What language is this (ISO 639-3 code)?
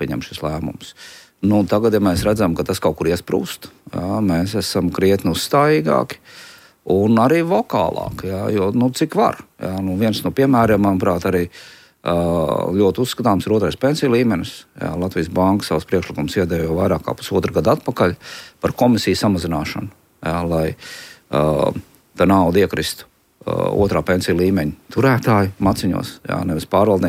lav